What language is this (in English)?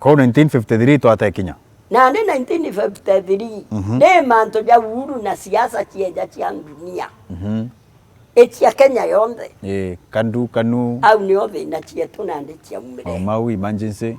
Meru